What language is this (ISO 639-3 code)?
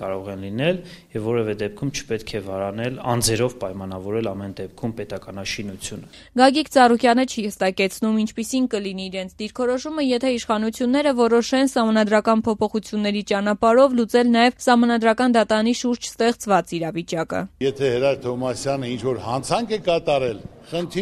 hye